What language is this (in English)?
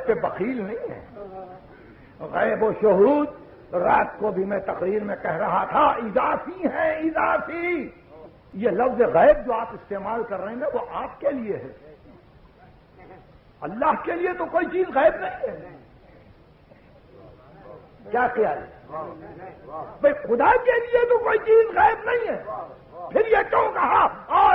Urdu